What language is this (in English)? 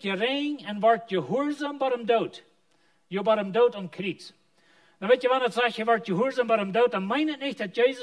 Plautdietsch